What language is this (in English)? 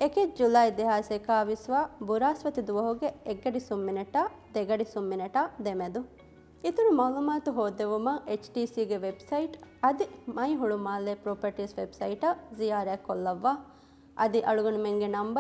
Divehi